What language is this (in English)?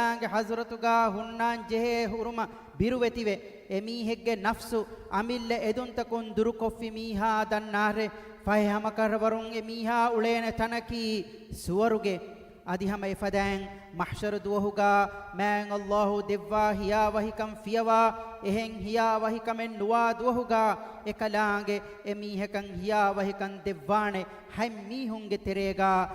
Divehi